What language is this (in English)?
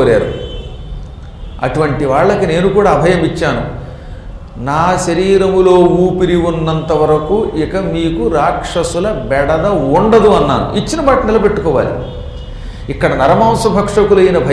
Telugu